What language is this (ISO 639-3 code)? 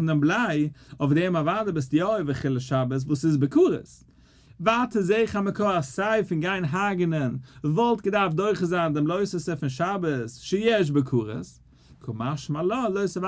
yid